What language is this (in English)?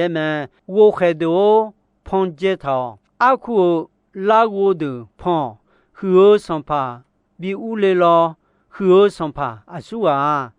Akha